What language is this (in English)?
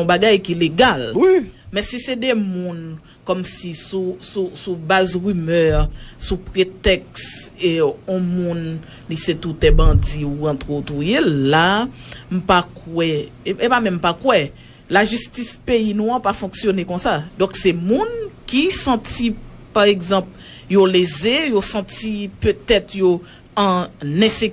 Haitian Creole